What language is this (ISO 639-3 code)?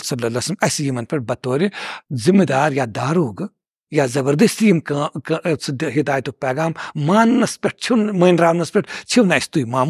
kas